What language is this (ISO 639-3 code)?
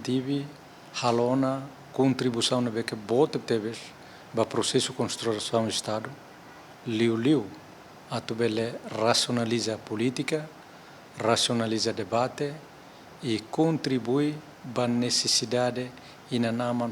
tet